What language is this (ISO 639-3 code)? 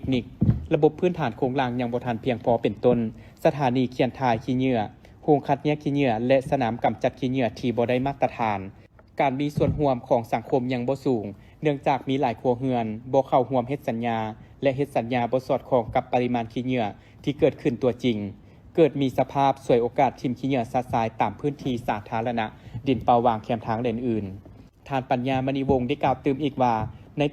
lao